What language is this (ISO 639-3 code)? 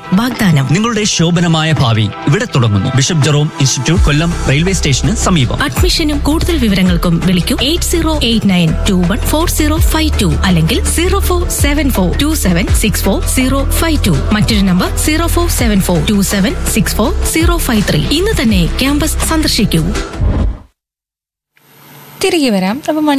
mal